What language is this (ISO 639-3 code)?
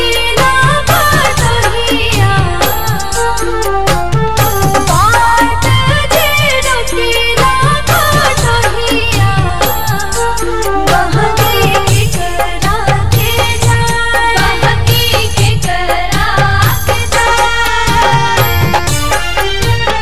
bho